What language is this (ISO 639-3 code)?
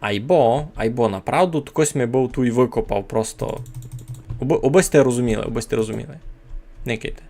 rue